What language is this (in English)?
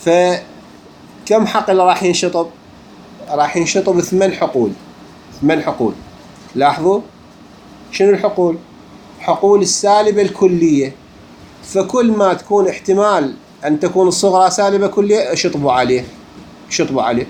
Mesopotamian Arabic